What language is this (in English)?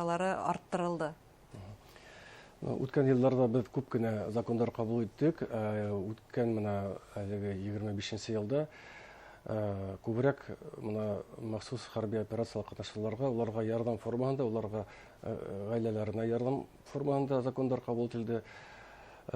Bashkir